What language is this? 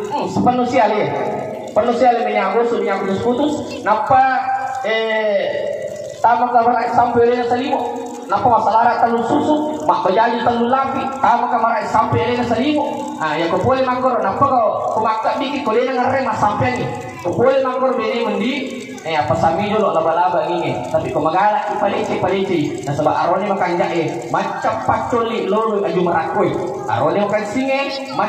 Buginese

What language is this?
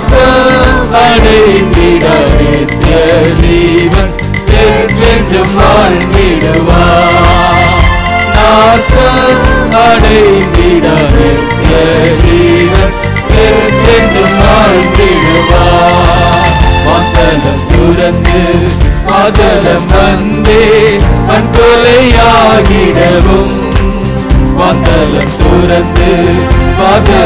Tamil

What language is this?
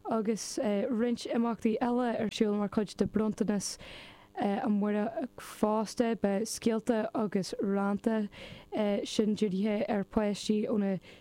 Irish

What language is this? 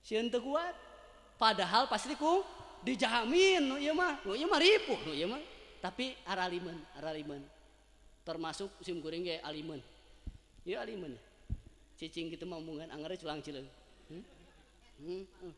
Sundanese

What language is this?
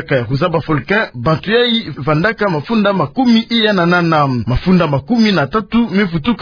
Kituba (Democratic Republic of Congo)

